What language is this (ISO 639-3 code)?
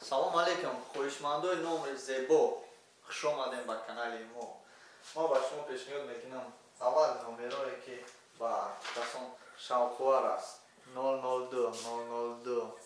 tgk